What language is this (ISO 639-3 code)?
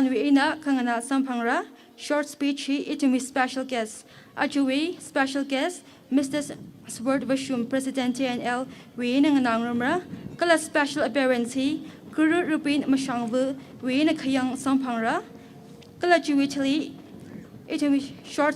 nmf